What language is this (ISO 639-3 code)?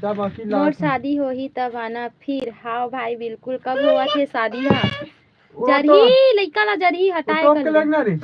hne